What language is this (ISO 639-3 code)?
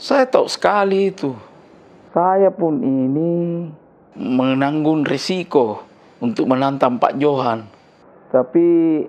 mfp